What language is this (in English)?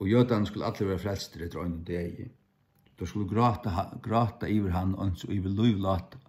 Faroese